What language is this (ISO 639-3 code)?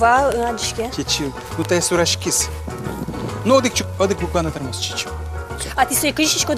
udm